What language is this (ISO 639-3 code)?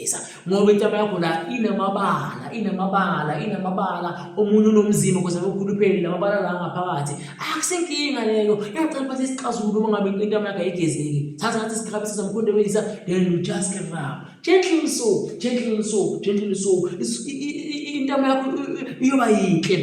zul